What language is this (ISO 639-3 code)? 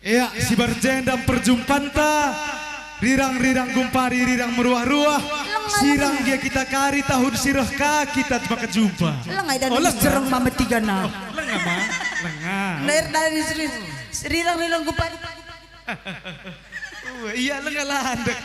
btx